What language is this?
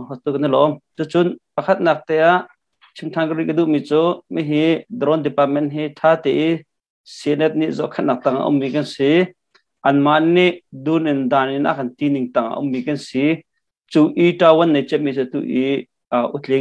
Hakha Chin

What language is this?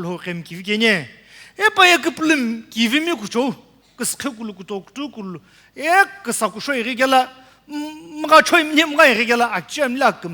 Sumi Naga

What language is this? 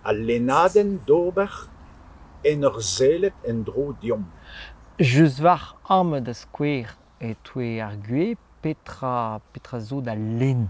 Breton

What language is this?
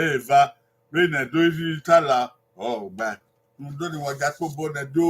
Bini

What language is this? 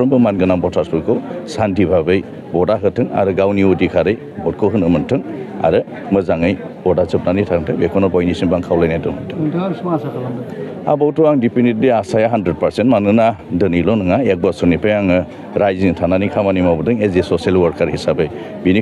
Bodo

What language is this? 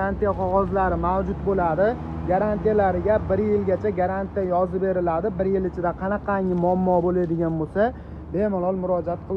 Uzbek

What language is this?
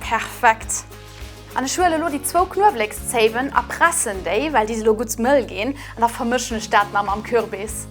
Luxembourgish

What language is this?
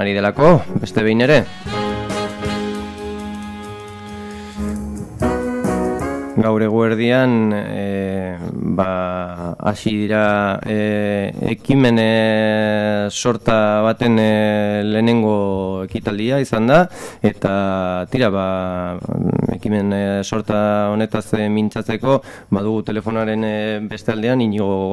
Basque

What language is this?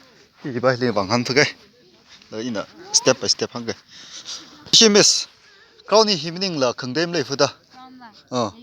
Tangkhul Naga (India)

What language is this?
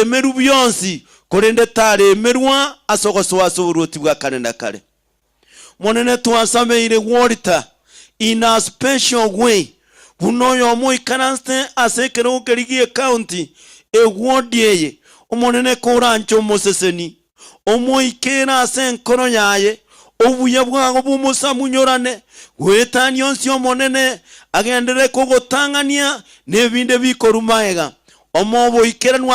Gusii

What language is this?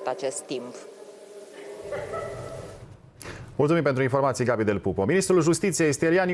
Romanian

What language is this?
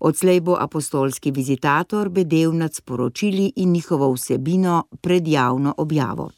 Slovenian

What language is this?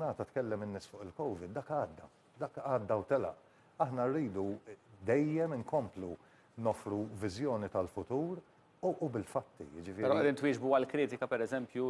Maltese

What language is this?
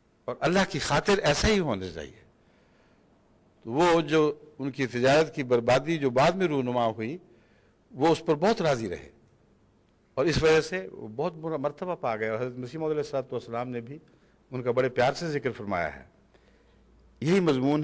Urdu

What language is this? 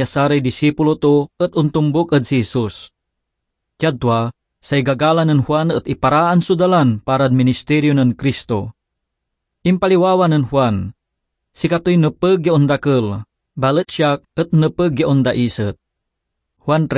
Pangasinan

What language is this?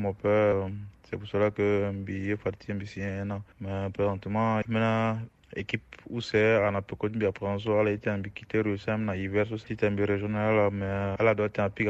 Sango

